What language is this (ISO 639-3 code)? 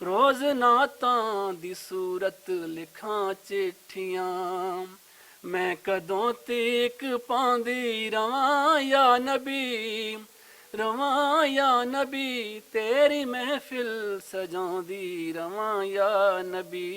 lah